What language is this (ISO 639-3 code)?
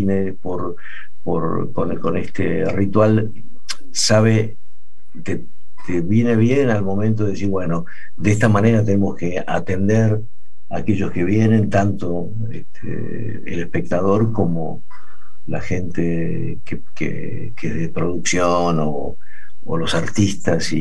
spa